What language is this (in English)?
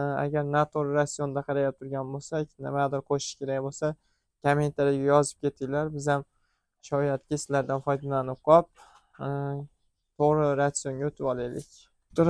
Uzbek